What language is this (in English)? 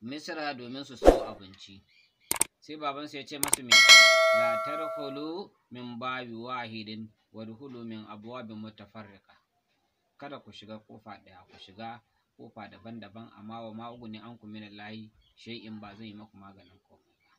Hausa